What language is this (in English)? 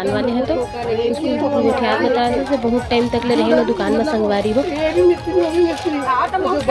Chhattisgarhi